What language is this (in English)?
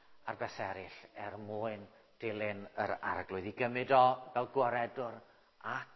Welsh